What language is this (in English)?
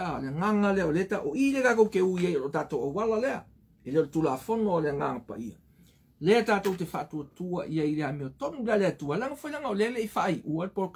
Samoan